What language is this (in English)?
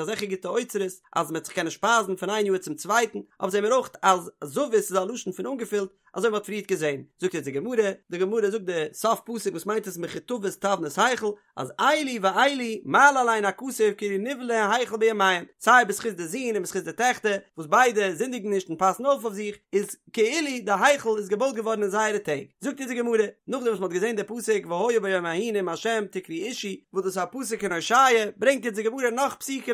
Yiddish